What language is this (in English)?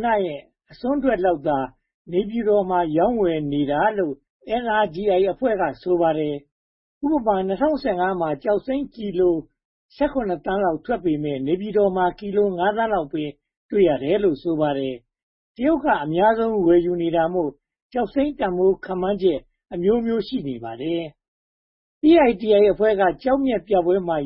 Burmese